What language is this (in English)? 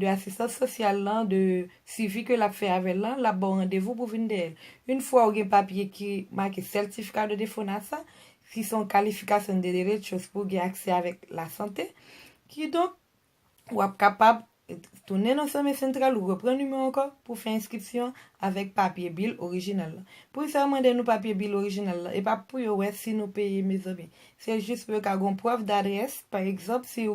Haitian Creole